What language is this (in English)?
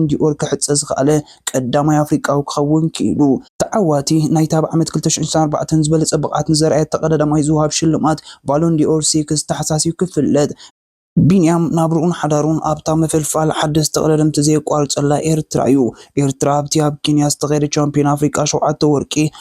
Tigrinya